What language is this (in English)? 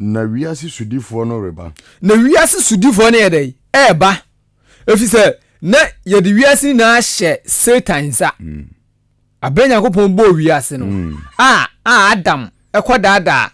Akan